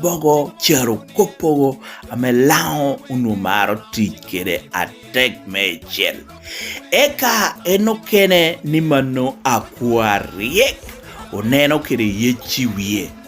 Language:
Lango (Uganda)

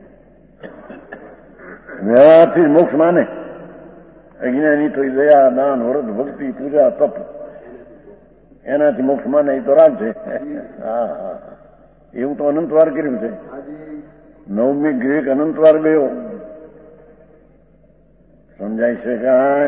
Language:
Gujarati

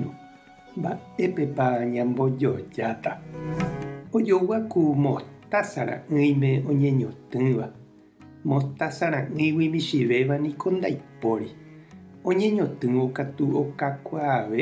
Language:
Guarani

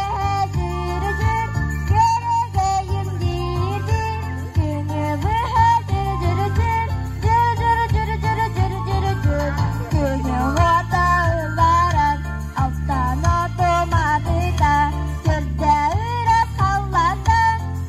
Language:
Yakut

